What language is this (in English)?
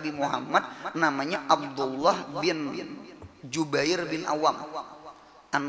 Banjar